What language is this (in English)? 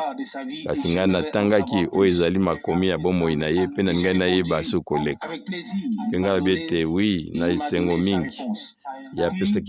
Lingala